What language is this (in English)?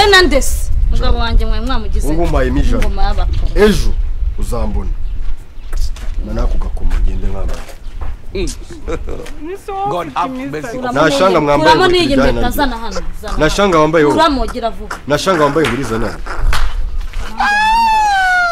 Kinyarwanda